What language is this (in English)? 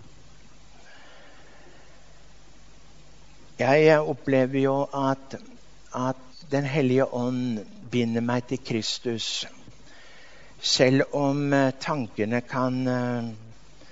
Norwegian